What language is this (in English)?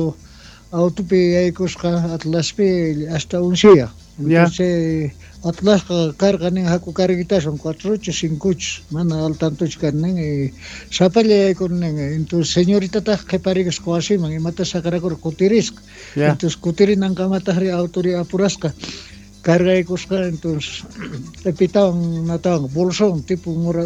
Quechua